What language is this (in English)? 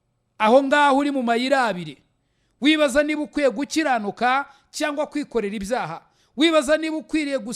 Kinyarwanda